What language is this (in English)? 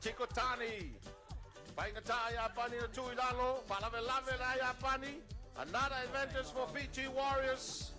Samoan